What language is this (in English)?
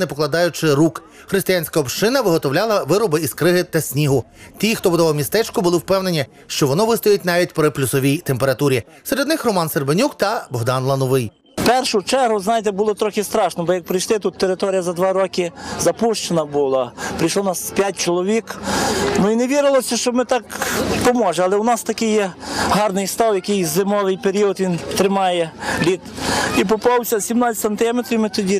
Ukrainian